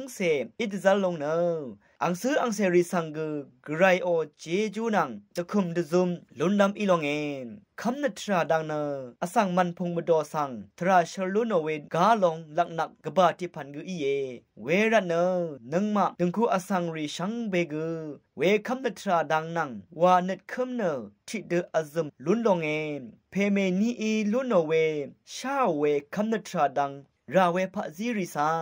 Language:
Rawang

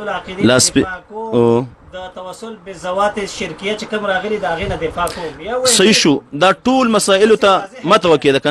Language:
Pashto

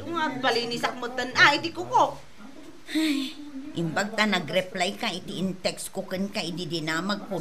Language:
Iloko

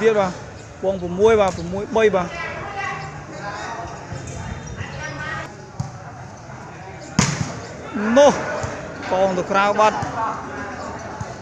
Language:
Vietnamese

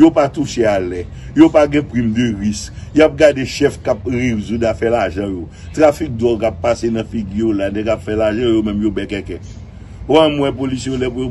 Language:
Haitian Creole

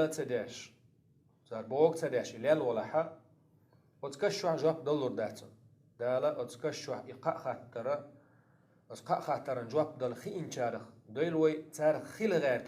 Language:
Chechen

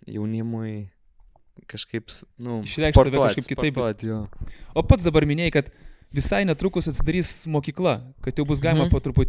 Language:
Lithuanian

